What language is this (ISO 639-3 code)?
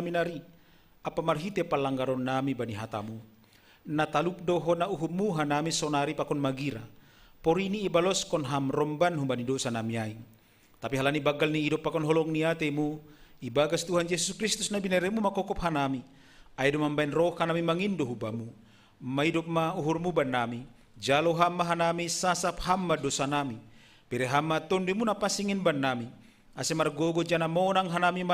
bts